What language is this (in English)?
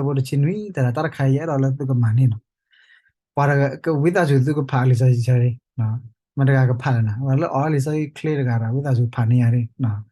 S'gaw Karen